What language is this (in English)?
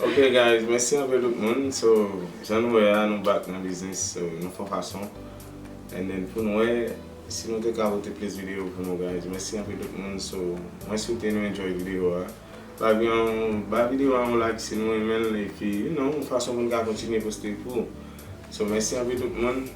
Haitian Creole